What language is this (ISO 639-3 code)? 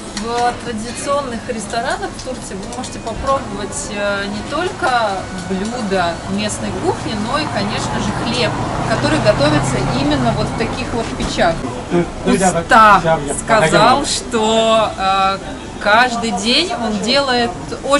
rus